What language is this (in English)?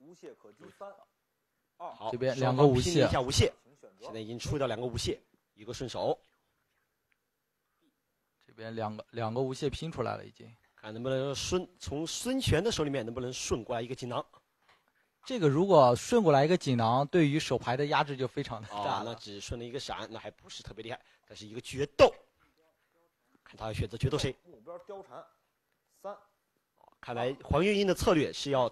Chinese